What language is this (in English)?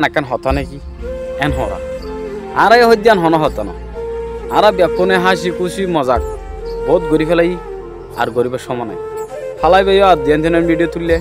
Rohingya